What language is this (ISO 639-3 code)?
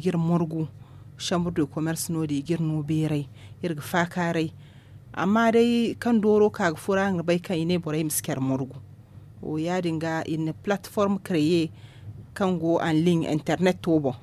dje